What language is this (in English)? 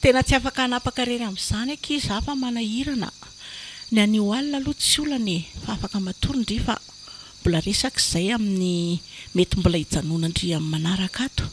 Malagasy